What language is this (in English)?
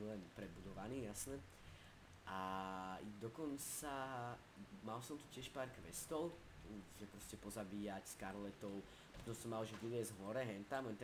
Slovak